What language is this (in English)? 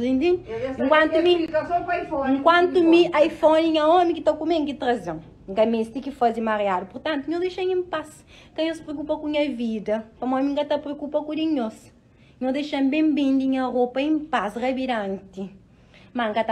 Kabuverdianu